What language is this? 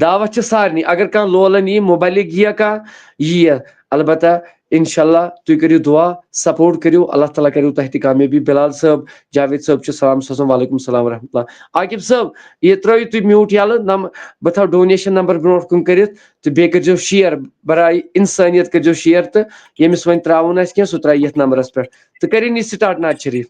Kashmiri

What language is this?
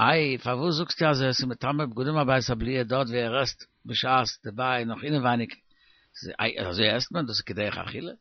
Yiddish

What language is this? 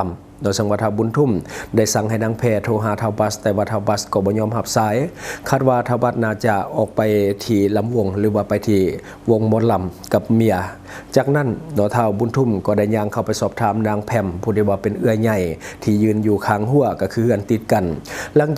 Lao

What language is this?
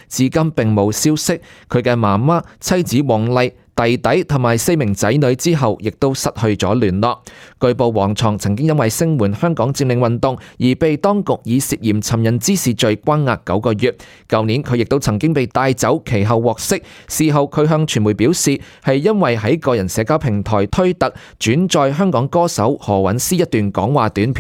Cantonese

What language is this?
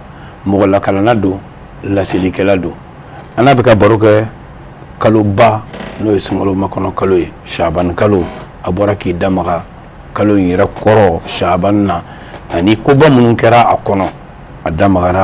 Bambara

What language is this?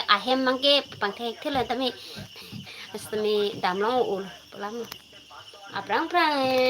Karbi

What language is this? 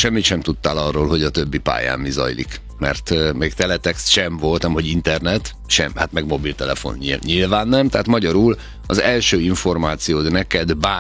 Hungarian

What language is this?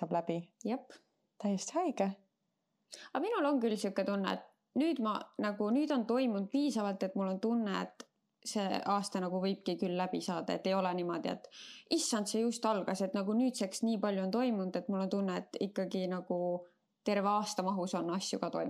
Estonian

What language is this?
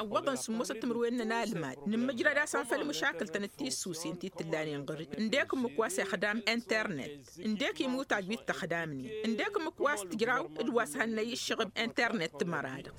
Tamasheq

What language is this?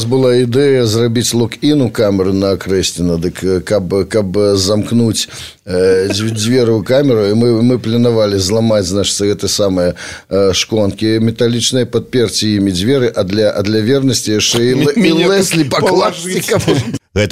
Belarusian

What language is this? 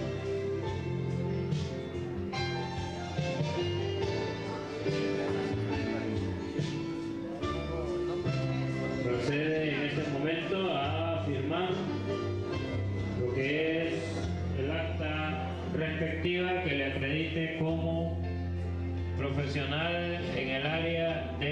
Spanish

